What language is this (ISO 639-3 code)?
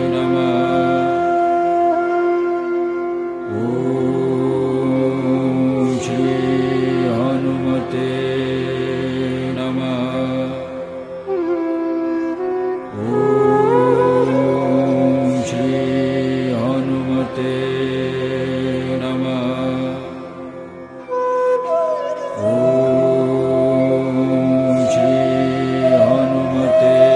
kan